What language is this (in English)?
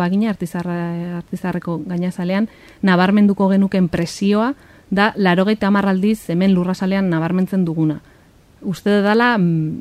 Basque